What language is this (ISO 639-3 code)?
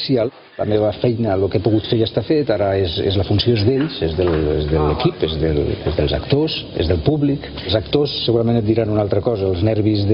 cat